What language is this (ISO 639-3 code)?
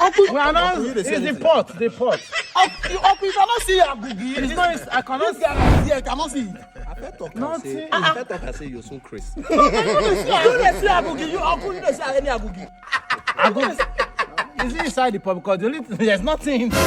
pcm